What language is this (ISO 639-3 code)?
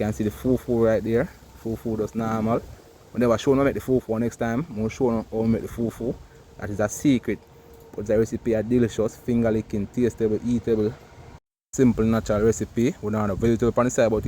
jam